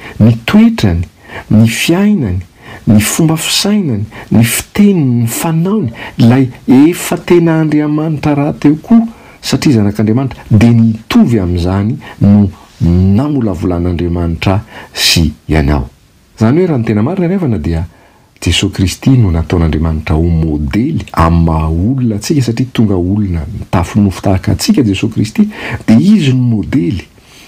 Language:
Malagasy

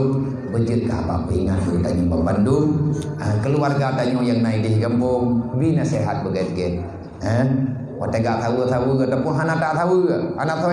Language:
Achinese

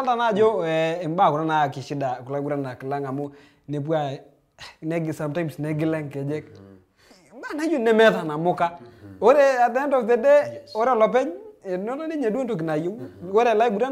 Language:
Masai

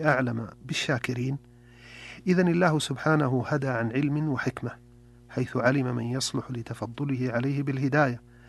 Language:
Arabic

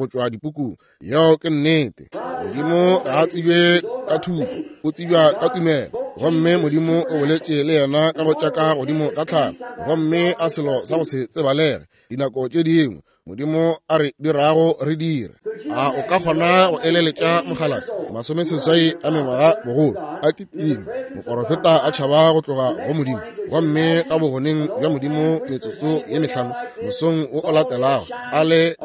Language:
Northern Sotho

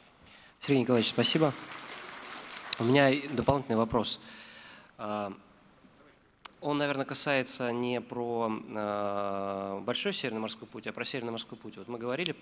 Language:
Russian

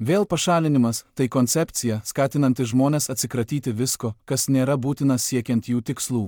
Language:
Lithuanian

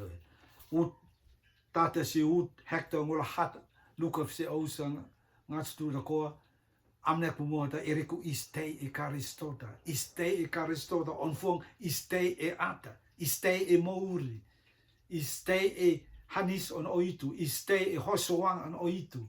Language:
Rotuman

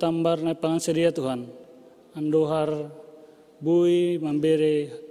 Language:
Batak Simalungun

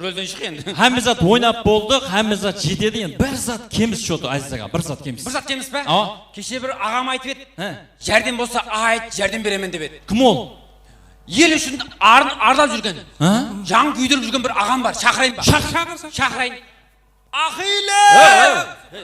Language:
Kara-Kalpak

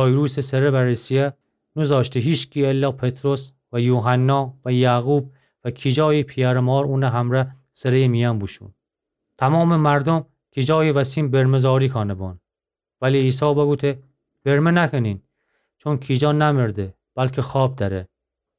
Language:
Gilaki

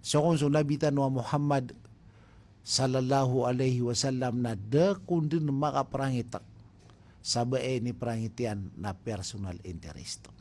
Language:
Maranao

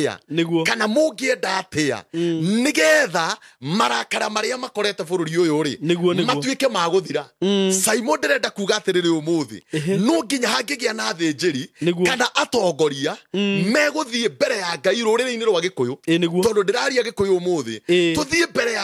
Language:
Kikuyu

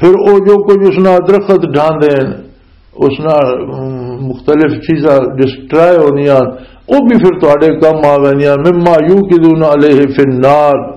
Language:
Western Panjabi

